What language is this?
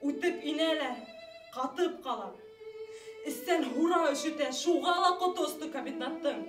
Bashkir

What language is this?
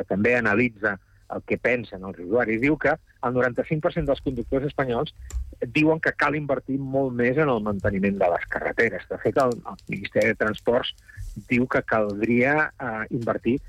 Catalan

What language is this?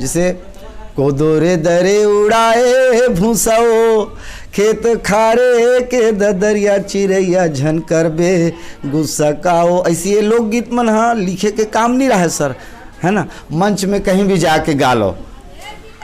Chhattisgarhi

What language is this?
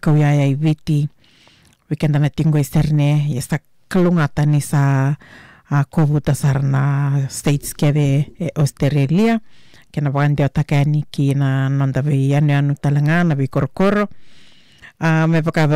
Fijian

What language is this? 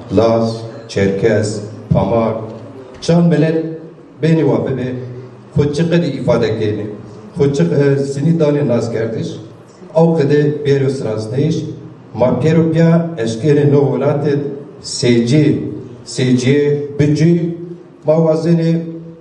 Zaza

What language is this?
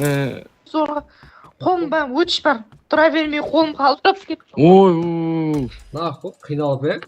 Kara-Kalpak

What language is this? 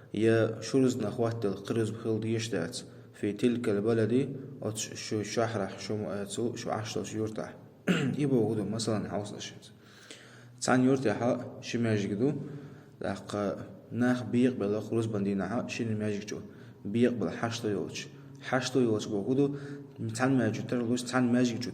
Chechen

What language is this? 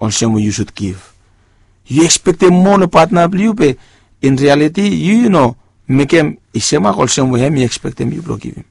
Bislama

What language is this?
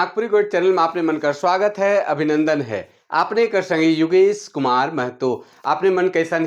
Sadri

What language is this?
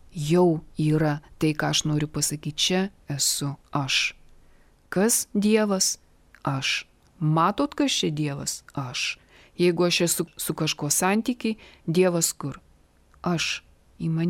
Lithuanian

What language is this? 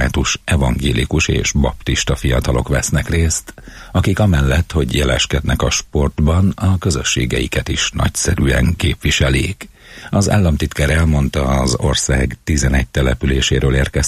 Hungarian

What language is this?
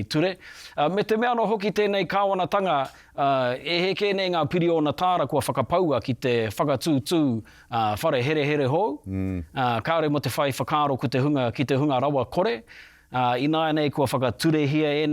Māori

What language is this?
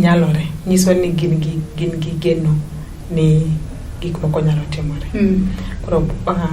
Luo (Kenya and Tanzania)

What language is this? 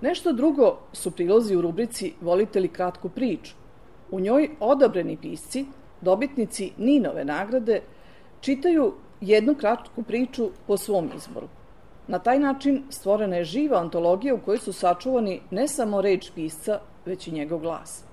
Serbian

